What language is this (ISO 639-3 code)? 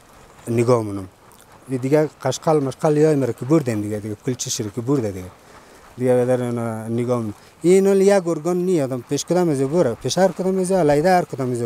fas